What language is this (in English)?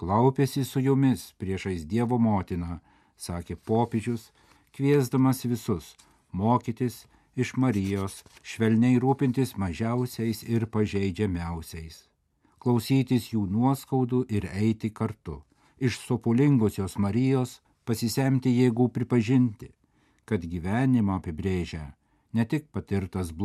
Lithuanian